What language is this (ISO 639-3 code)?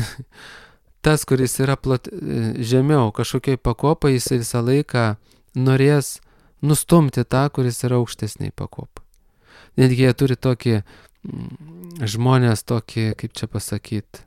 lit